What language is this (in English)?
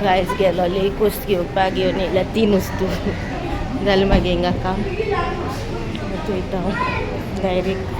Konkani